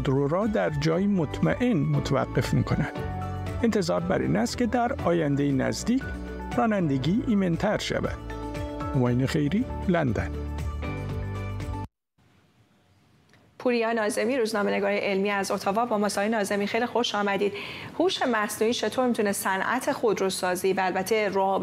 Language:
Persian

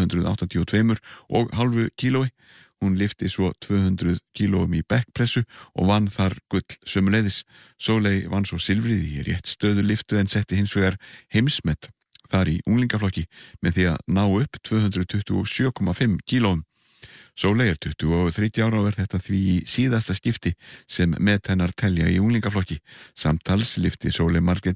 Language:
Icelandic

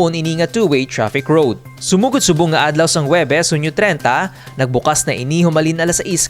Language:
Hiligaynon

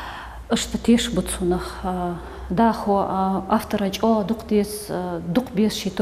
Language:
Ingush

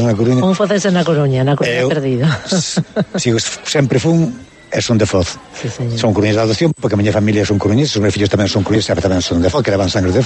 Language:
Galician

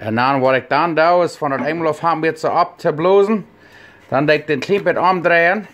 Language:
Plautdietsch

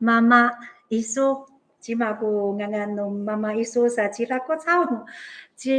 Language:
Amis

